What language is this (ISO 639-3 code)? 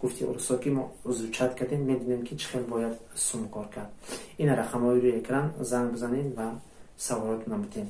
tgk